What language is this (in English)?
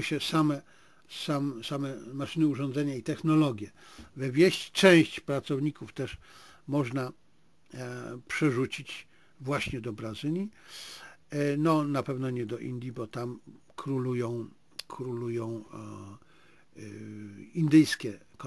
Polish